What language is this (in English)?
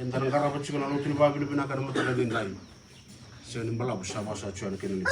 Fijian